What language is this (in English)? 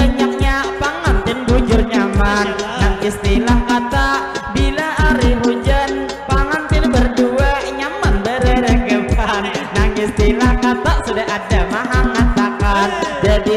Banjar